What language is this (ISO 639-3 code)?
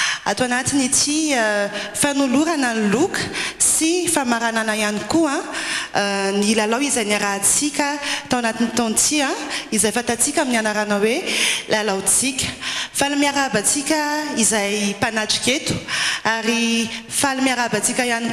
mlg